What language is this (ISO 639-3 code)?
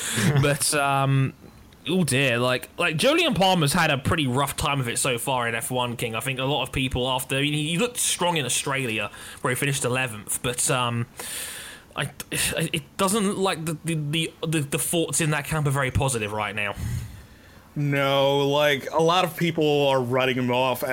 eng